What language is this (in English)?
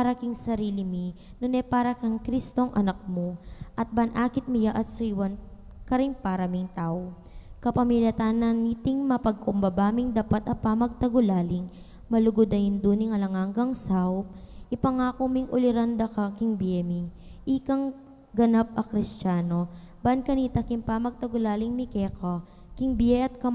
Pampanga